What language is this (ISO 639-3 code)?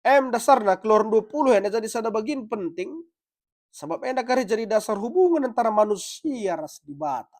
btx